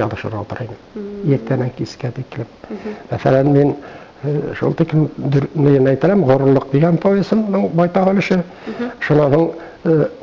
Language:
Bashkir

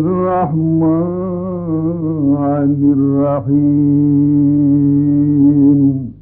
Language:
Baluchi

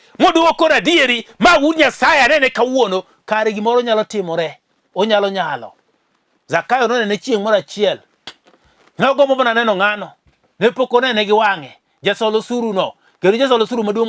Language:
Luo (Kenya and Tanzania)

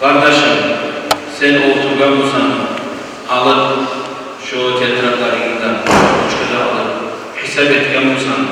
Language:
Kumyk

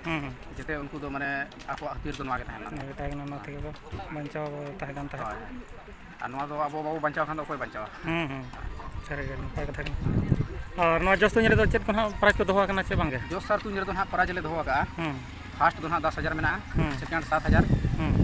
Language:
Santali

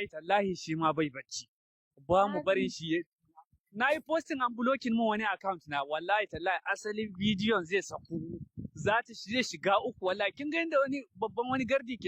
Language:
Hausa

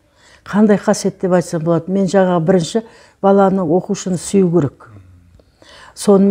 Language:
Kazakh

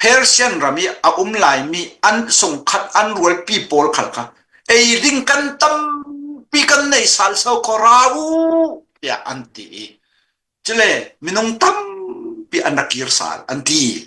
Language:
Hakha Chin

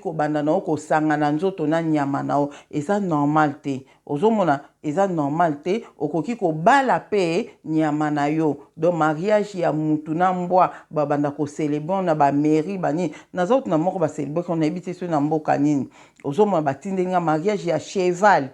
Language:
Lingala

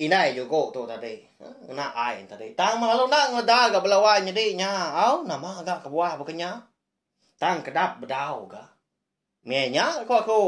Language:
Iban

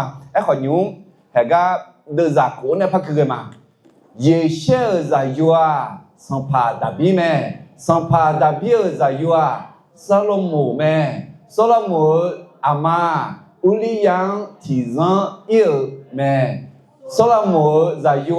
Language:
Akha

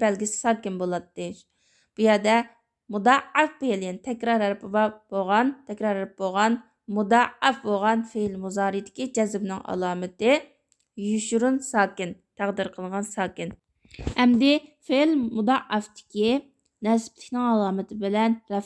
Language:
Uyghur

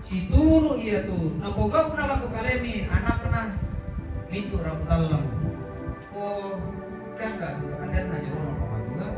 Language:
Toraja-Sa'dan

